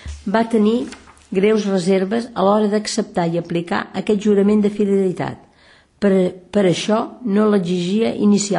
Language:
Catalan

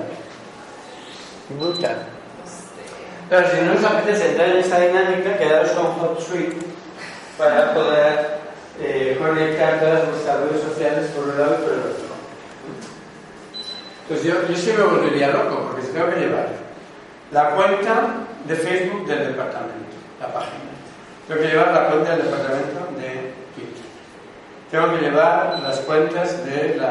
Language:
Spanish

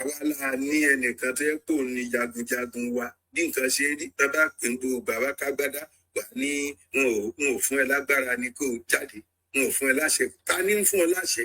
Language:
Yoruba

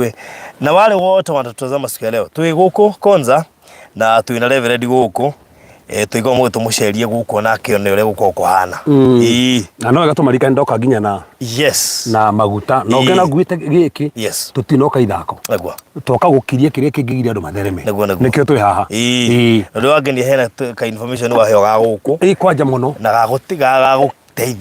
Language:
Kikuyu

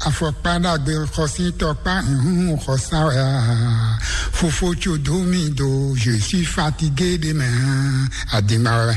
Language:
Fon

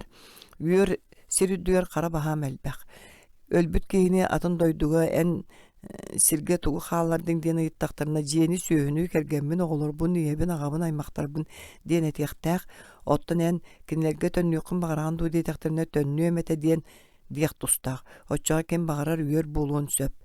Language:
Yakut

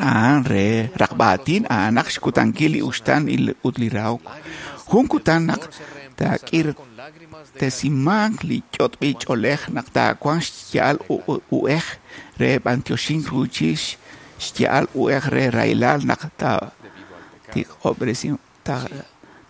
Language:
Kekchí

